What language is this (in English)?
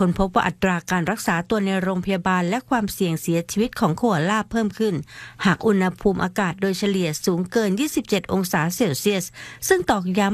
Thai